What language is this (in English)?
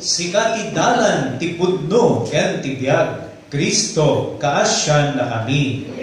Iloko